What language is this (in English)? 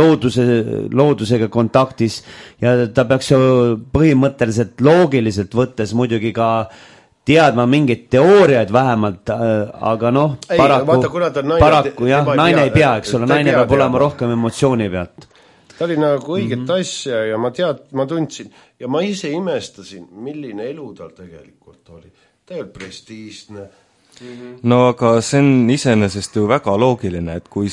Estonian